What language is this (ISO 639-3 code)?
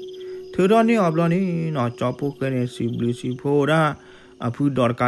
ksw